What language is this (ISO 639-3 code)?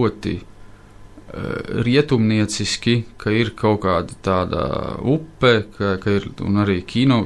lav